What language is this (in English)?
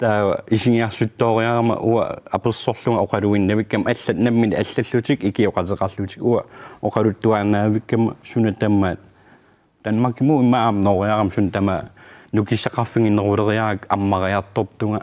Kalaallisut